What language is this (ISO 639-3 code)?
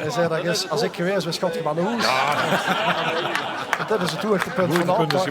lim